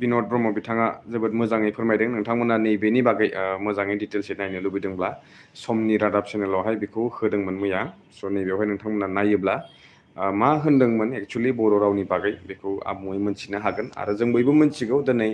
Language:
Bodo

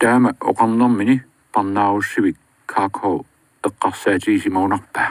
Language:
Kalaallisut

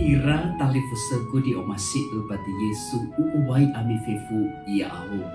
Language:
Nias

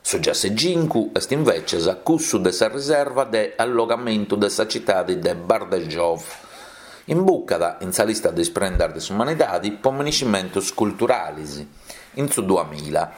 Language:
Sardinian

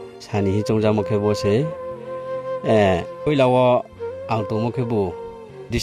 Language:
Riang (India)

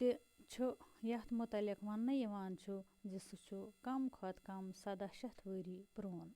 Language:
Kashmiri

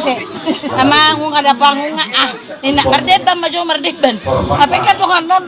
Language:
Batak Toba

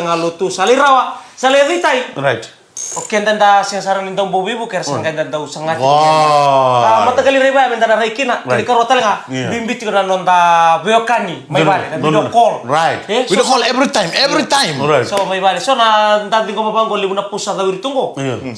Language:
Fijian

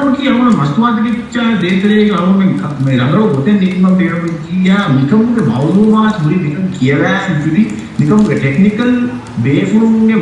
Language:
Divehi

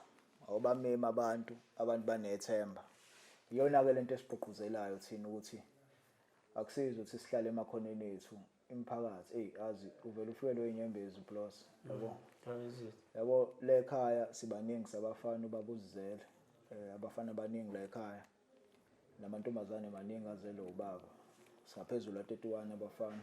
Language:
Zulu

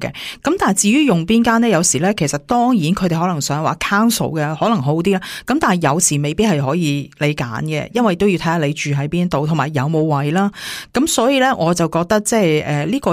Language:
Cantonese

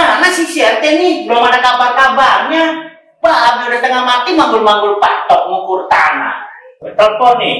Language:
Betawi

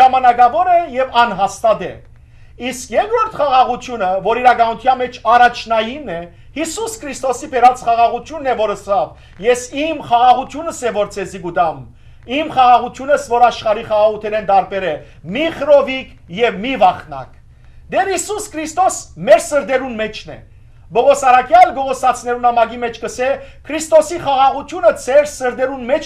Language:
Western Armenian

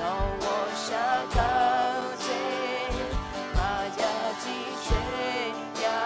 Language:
Akha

